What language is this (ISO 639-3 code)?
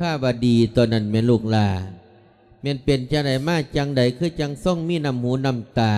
lao